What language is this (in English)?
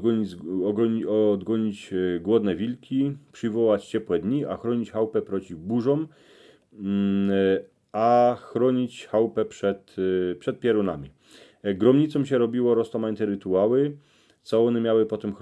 Silesian